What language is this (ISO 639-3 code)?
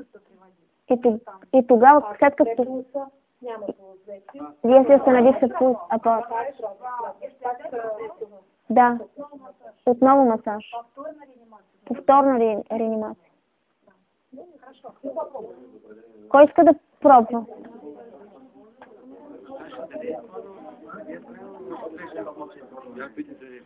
bul